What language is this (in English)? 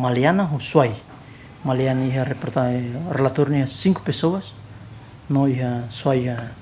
Tetum